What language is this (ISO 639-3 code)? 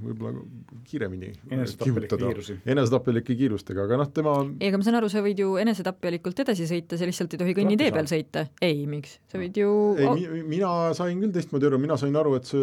est